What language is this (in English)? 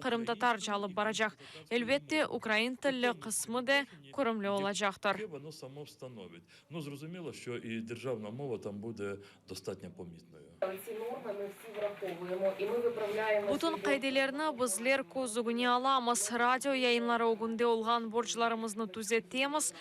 Crimean Tatar